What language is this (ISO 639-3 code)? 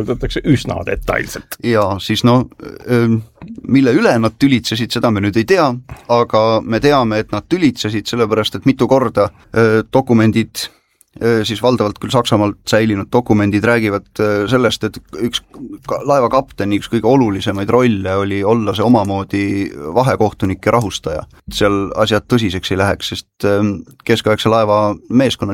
est